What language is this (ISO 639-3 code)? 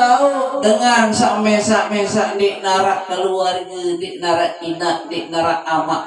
sas